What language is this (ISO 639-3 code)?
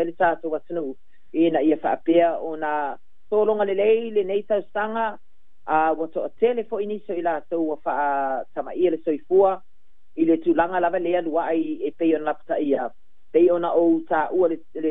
smo